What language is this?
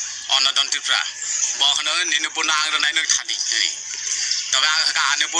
Kok Borok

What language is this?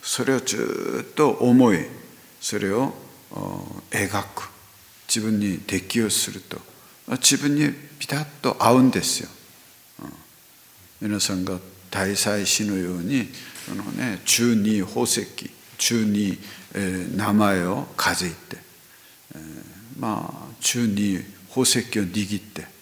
Japanese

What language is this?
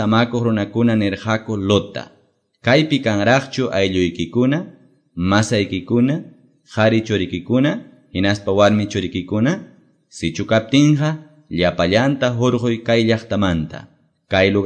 Quechua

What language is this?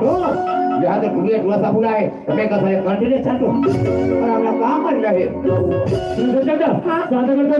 Chhattisgarhi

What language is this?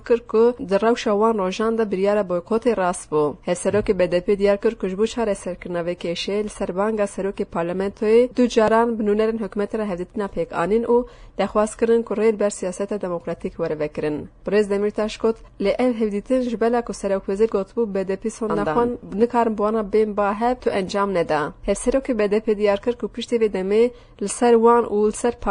Kurdish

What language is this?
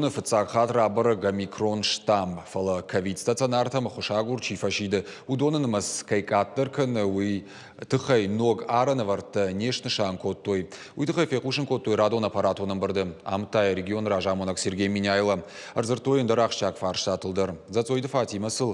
Ossetic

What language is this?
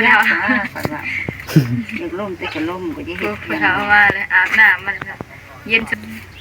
Northeastern Thai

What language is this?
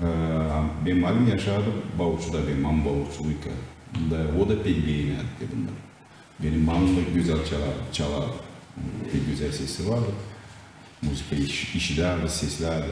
Gagauz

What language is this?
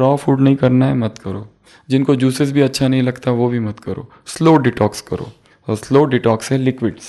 Hindi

